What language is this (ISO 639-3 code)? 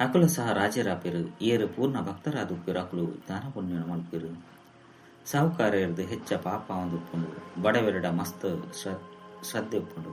tcy